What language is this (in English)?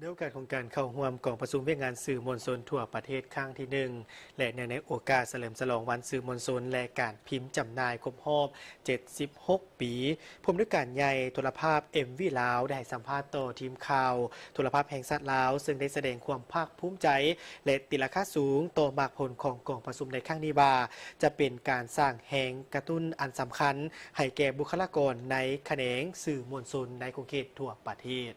Lao